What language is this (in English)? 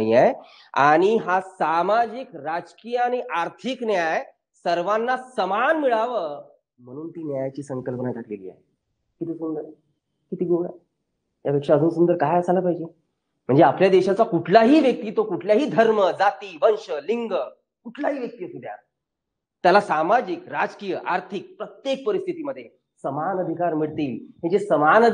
Marathi